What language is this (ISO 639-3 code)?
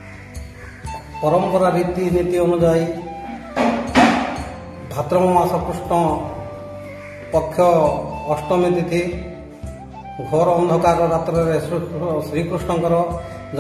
ori